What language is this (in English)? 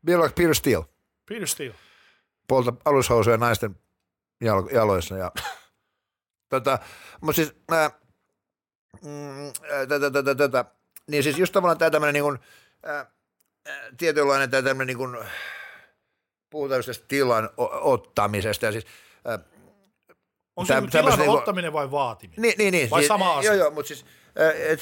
Finnish